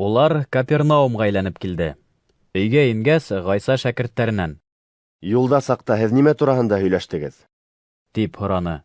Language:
Bashkir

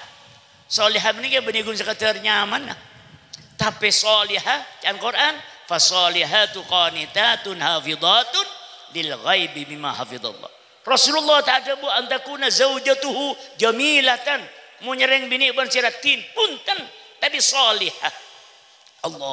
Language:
Madurese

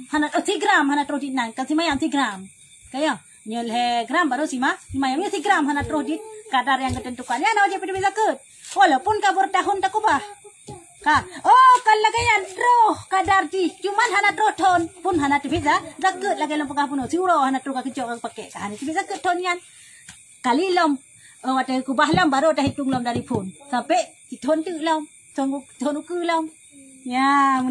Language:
Achinese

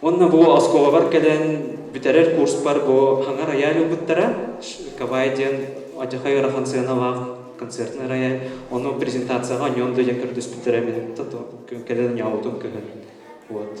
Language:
Yakut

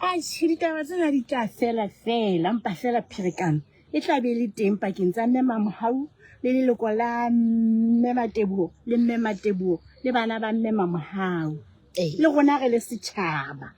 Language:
Southern Sotho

